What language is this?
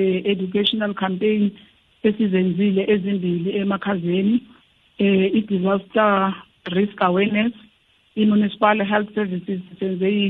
South Ndebele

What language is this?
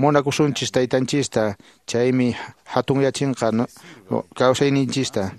Quechua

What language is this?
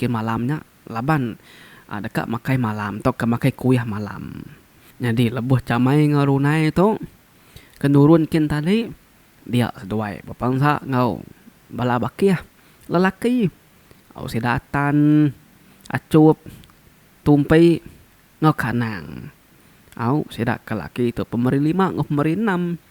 Iban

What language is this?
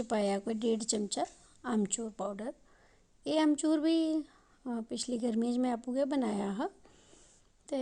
Dogri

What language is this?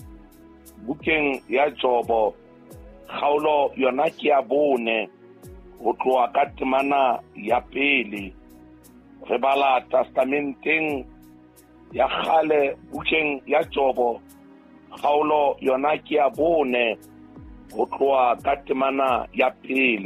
Southern Sotho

